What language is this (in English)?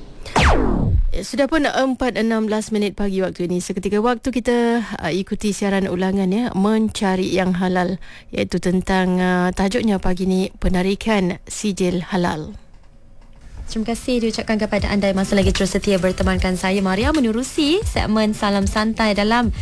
Malay